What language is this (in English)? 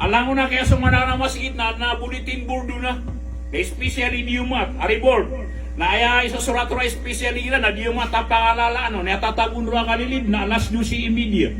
Maranao